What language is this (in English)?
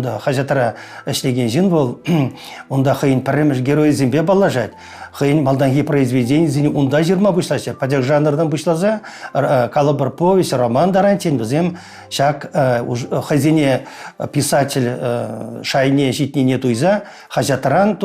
Chuvash